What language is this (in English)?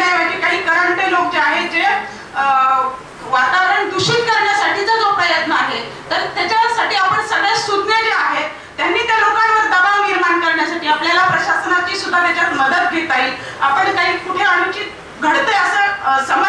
Marathi